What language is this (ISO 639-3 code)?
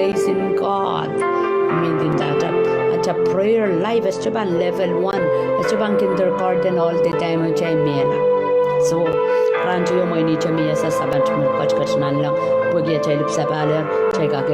pon